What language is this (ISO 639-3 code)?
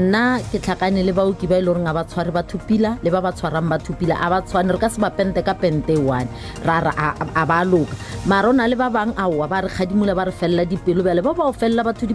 nso